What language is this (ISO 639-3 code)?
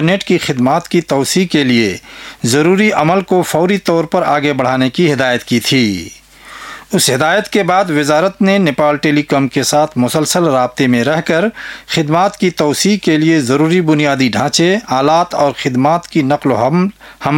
urd